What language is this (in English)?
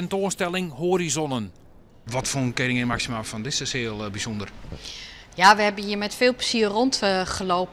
Western Frisian